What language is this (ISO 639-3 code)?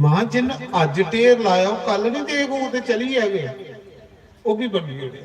doi